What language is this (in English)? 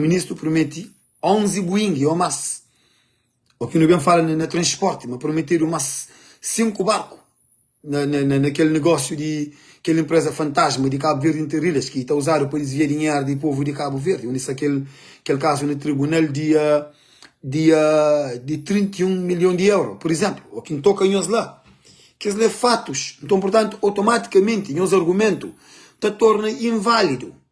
Kabuverdianu